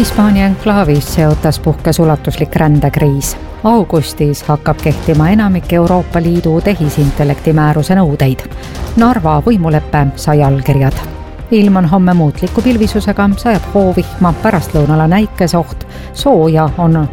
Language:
Estonian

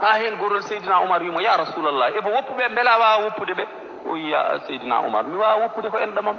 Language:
Fula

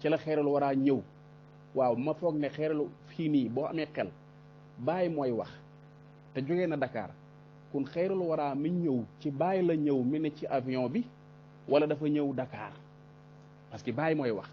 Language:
Wolof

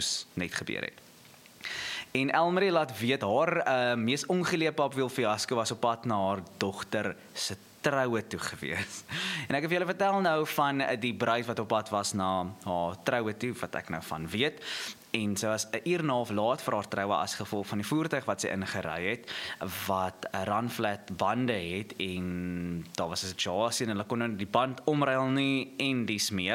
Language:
Afrikaans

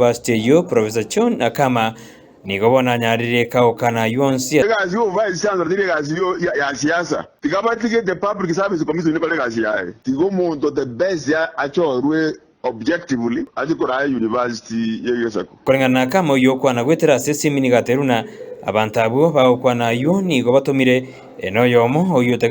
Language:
Gusii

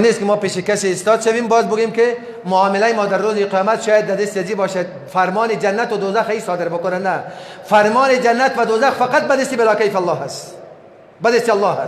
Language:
Persian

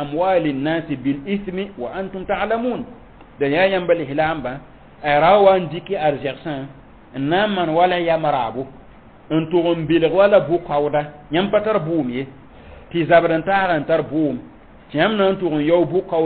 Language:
Mossi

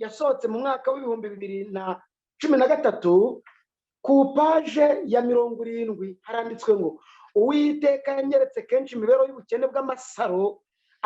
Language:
Kinyarwanda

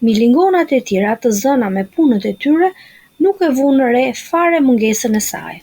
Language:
Albanian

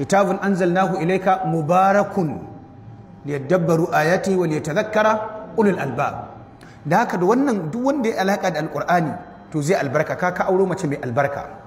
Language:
Hausa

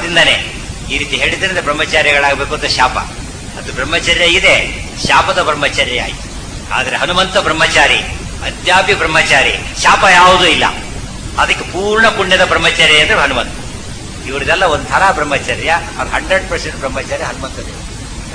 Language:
Kannada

